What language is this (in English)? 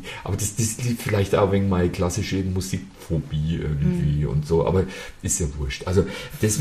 German